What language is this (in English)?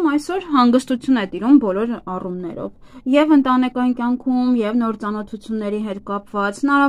Armenian